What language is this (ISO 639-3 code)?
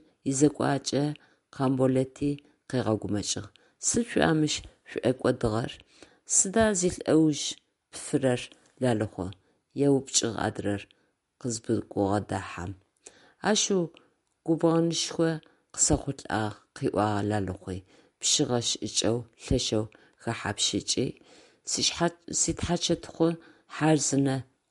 ady